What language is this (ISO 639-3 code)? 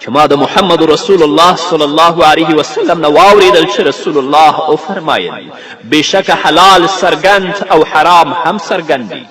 pus